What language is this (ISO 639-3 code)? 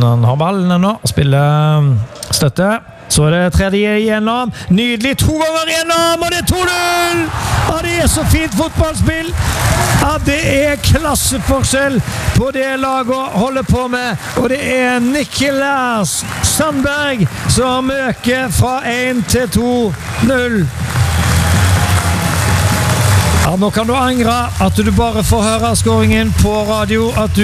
nor